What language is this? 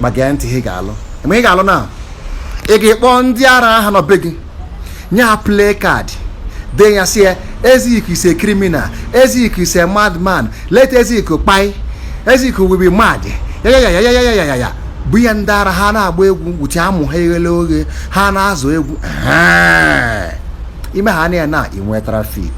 Igbo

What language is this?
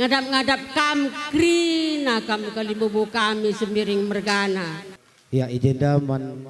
Batak Karo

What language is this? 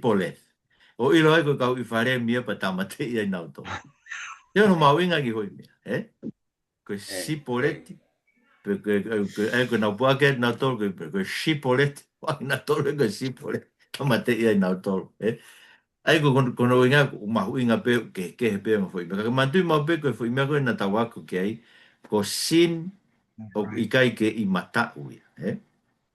Tongan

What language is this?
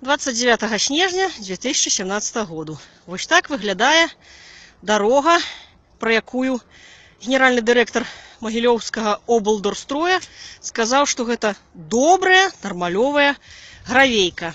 Belarusian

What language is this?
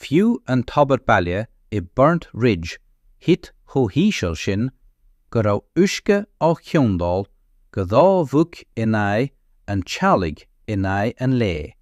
Irish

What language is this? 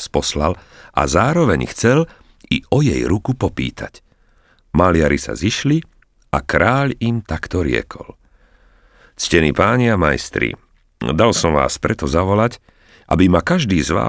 Slovak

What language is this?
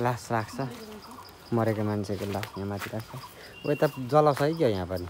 Nepali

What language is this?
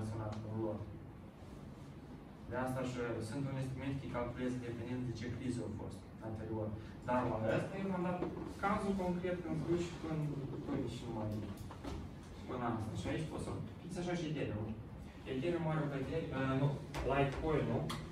Romanian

